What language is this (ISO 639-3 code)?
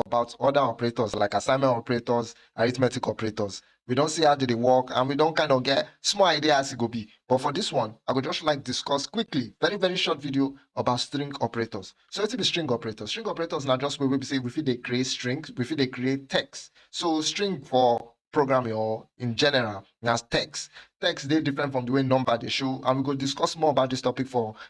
pcm